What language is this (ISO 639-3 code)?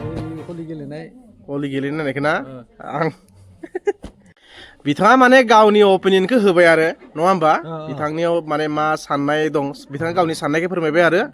brx